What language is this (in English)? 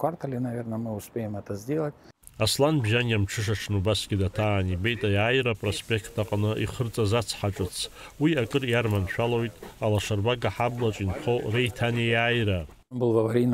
Abkhazian